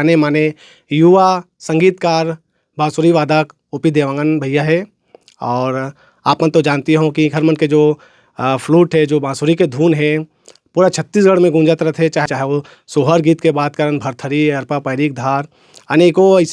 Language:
Chhattisgarhi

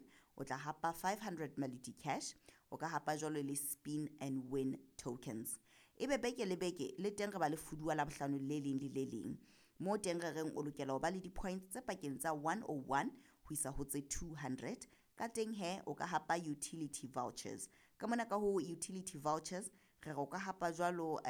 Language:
Southern Sotho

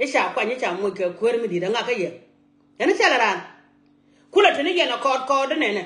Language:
Nuer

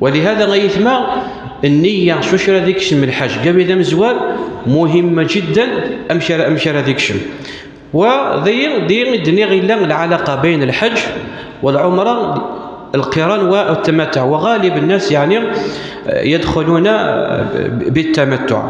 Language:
Kabyle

